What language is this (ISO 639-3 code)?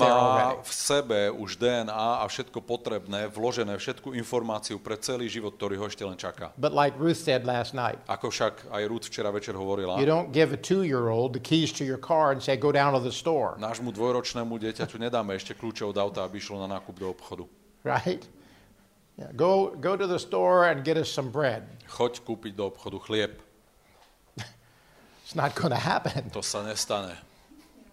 slk